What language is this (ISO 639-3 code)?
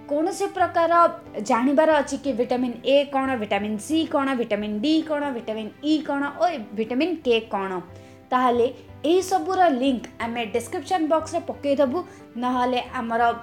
ori